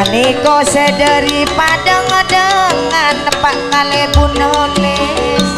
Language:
Madurese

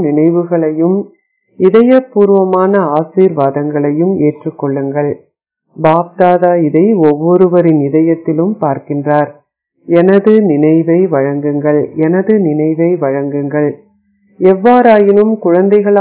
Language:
Tamil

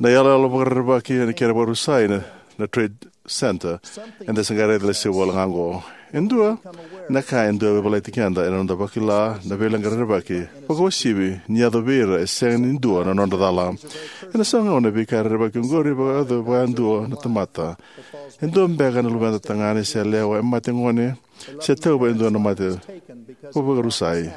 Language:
Fijian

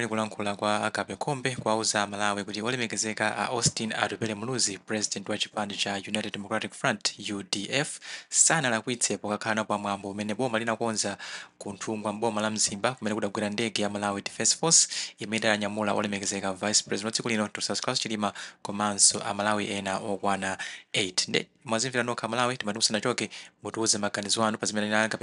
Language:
Nyanja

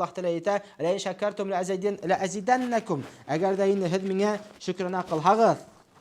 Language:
Bashkir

